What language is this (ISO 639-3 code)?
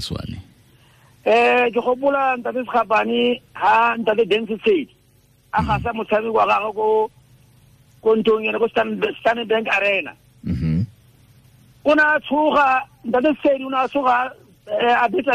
tsn